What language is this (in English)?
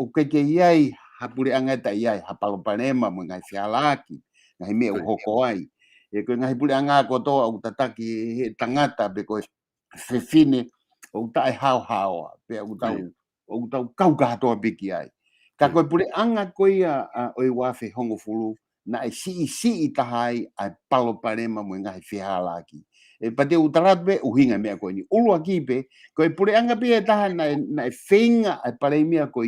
Tongan